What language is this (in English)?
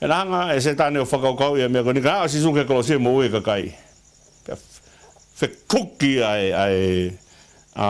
Tongan